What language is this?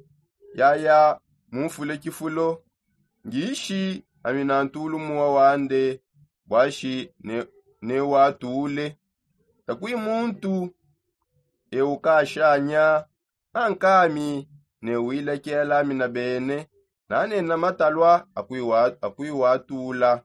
Songe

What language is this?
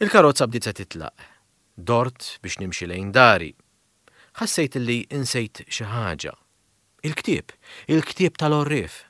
Maltese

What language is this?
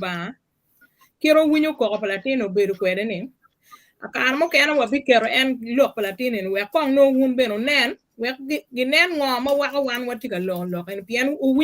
Acoli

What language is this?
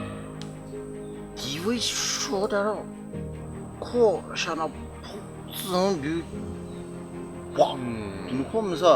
Poumei Naga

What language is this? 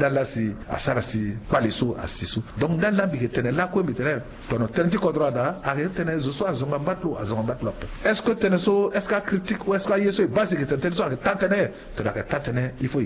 Sango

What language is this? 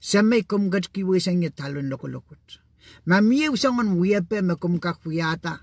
Pohnpeian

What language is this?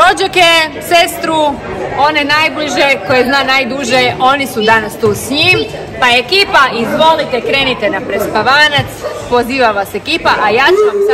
Croatian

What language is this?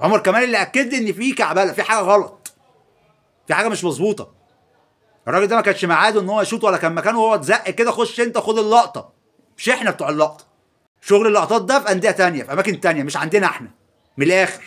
Egyptian Arabic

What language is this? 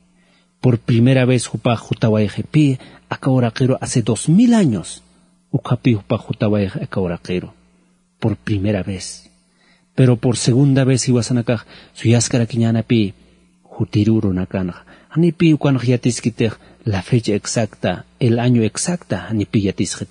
Aymara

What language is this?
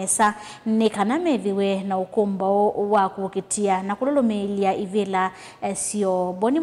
Kamba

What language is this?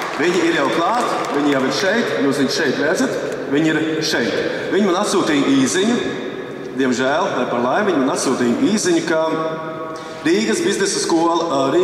Latvian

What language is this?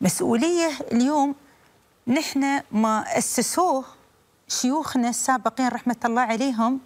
Gulf Arabic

